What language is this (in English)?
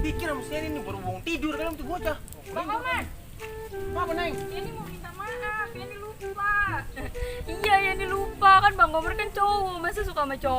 Betawi